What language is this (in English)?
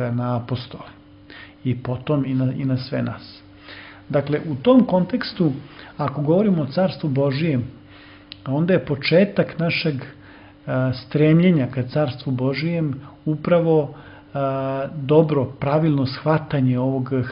Serbian